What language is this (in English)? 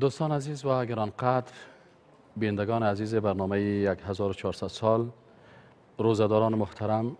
Persian